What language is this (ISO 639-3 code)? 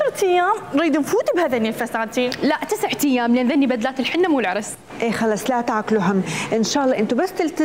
acm